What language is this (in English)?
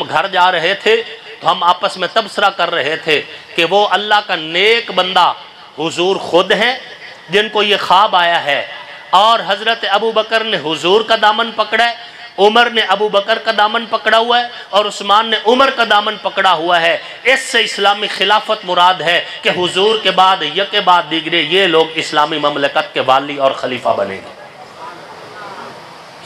Urdu